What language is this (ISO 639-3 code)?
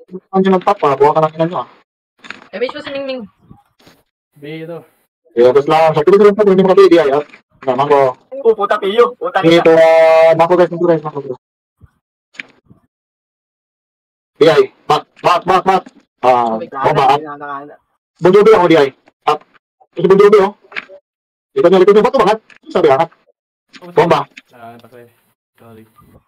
fil